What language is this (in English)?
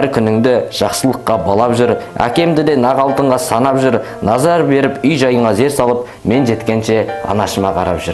Kazakh